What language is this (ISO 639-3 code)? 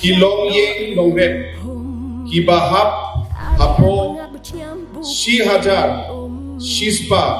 kha